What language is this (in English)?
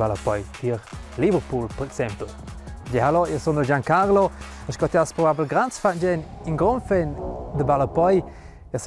Romansh